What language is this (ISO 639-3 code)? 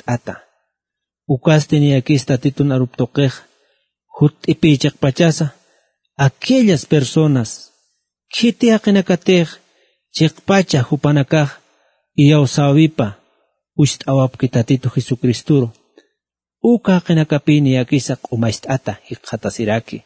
aym